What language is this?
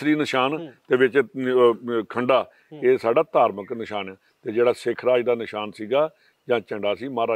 Punjabi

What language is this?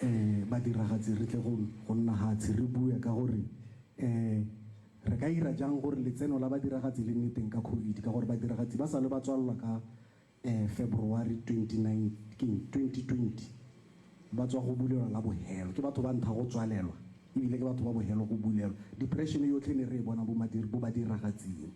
Tswana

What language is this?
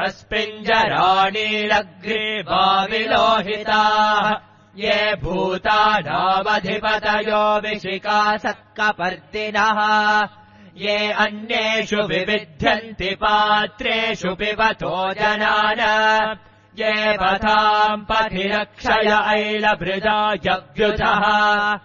Sanskrit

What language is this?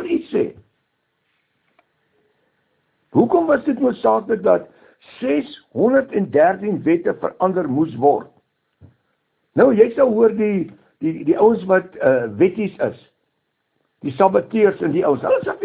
Afrikaans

